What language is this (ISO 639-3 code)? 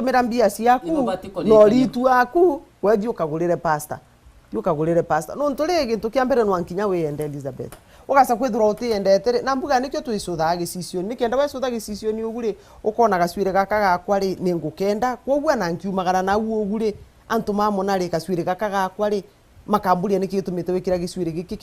mer